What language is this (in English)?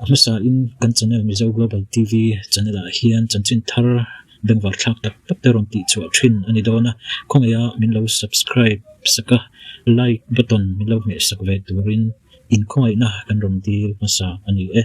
Mizo